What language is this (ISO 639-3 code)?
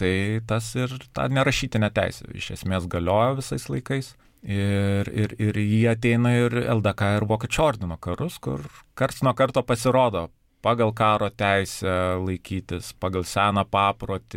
lit